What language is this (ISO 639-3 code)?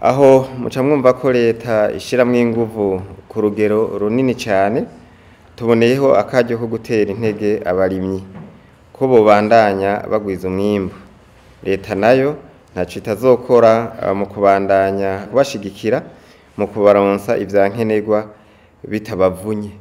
run